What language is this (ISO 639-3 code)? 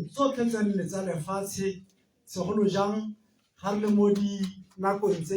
tsn